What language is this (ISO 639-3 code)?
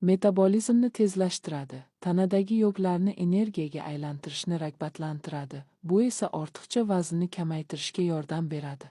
uzb